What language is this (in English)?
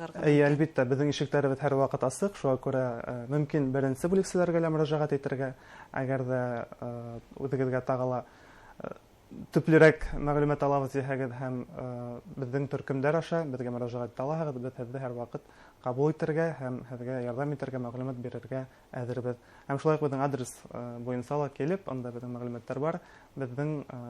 Bashkir